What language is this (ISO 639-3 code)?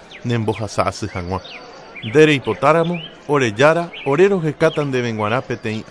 grn